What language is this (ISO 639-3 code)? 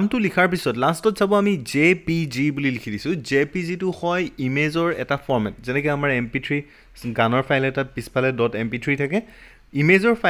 asm